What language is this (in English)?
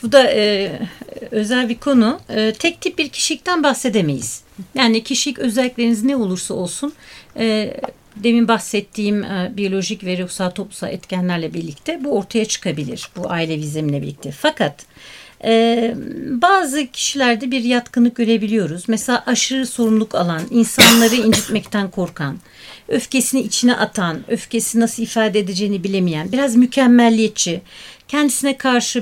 Turkish